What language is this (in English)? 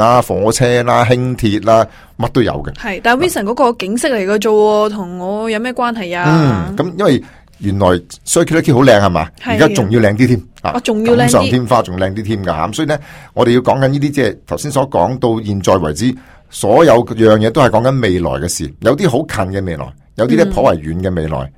Cantonese